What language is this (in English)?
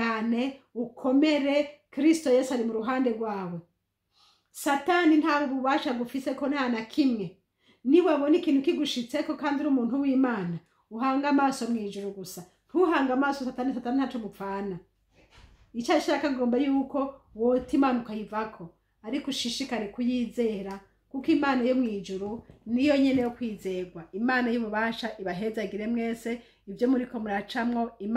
Rundi